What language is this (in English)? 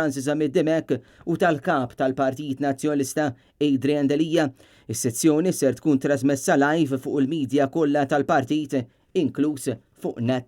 Maltese